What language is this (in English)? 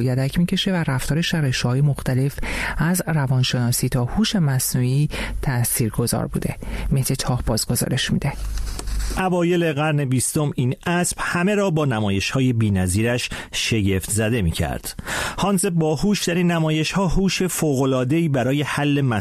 Persian